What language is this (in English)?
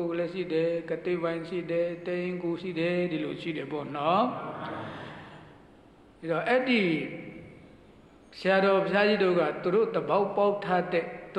Burmese